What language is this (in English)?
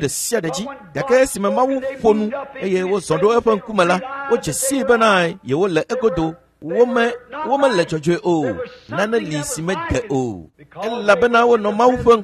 Ewe